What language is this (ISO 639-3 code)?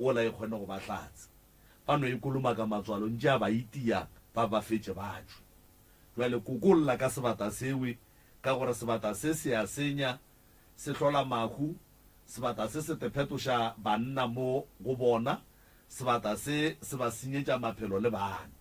nso